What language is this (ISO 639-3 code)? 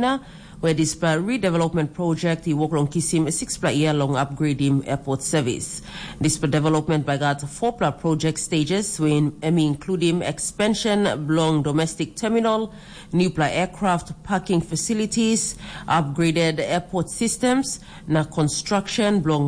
tpi